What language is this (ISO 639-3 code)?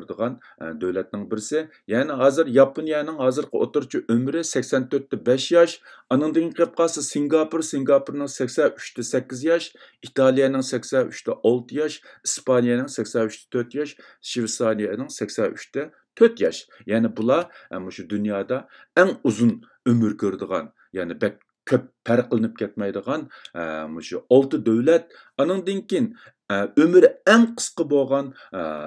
uig